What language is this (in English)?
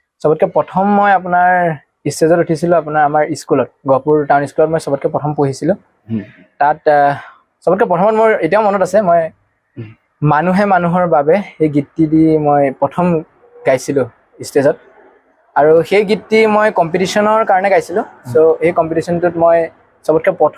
Assamese